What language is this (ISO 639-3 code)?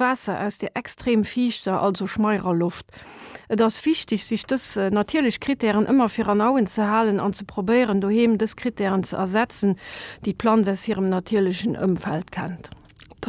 ltz